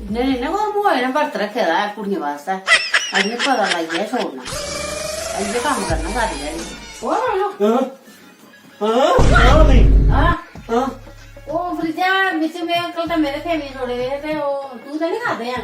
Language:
Dogri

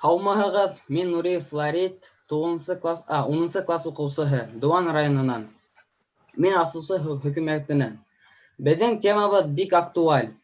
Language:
Bashkir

